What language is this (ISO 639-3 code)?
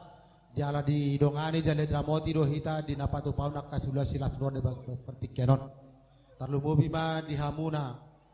bbc